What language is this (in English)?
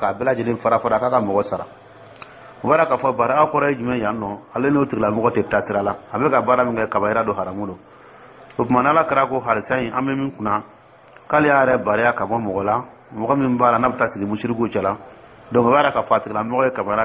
Dyula